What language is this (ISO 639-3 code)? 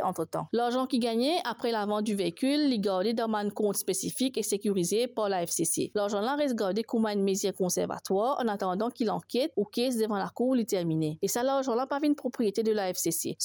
mfe